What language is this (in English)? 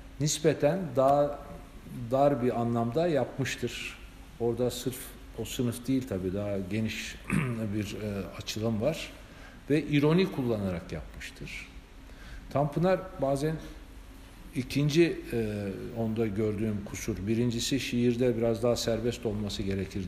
Turkish